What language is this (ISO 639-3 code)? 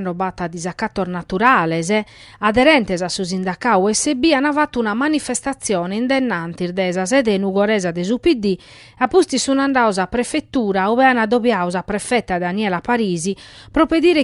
srd